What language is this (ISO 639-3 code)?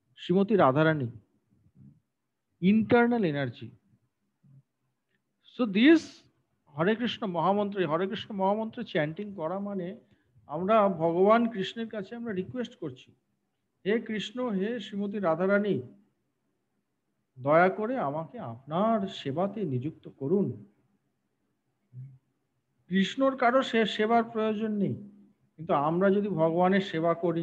ben